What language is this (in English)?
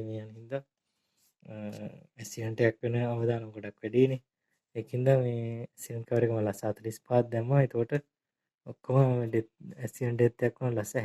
Sinhala